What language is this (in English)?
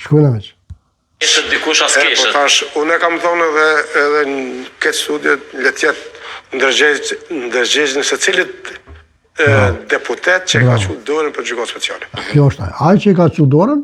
Albanian